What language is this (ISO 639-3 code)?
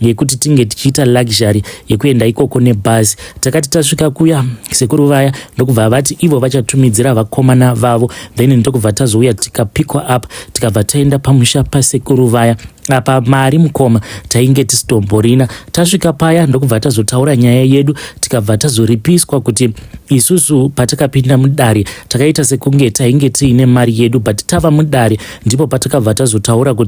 sna